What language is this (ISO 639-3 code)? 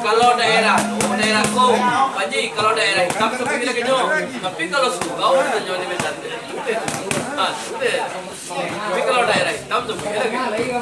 min